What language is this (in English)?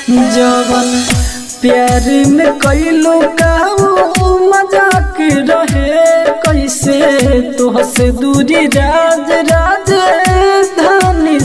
Bhojpuri